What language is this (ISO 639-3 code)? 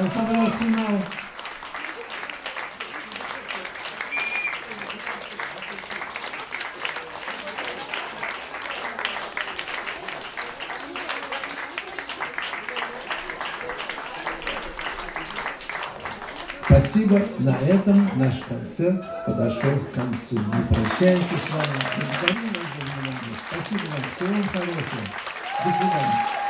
rus